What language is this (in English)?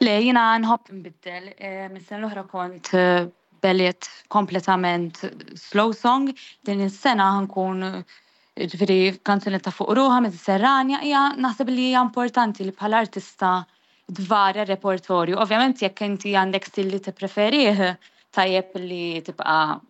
Maltese